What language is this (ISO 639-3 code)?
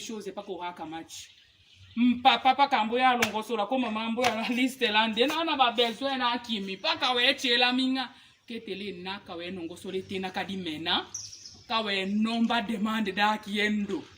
tll